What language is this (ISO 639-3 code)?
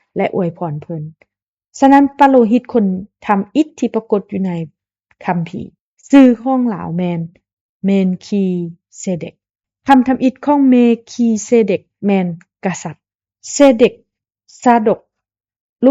lao